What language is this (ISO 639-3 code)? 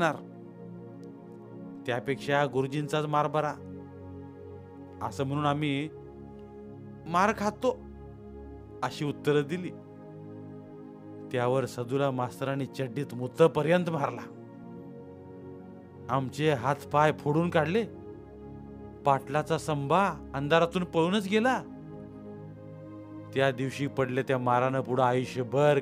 mar